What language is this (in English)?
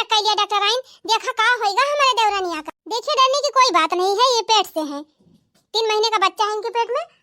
Awadhi